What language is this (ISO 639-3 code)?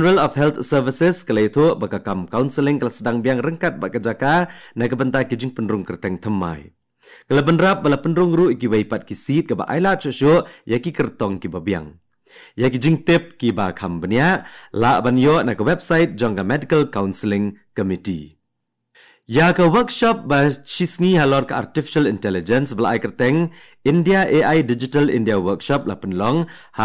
kha